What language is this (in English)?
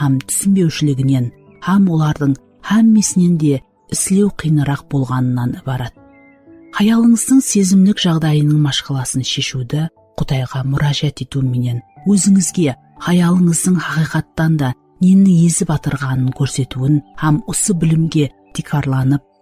Kara-Kalpak